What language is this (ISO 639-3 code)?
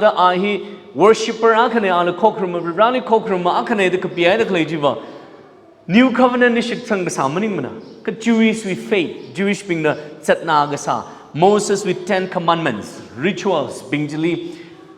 nmf